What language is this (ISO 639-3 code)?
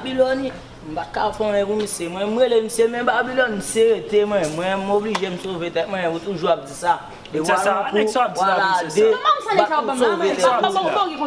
hat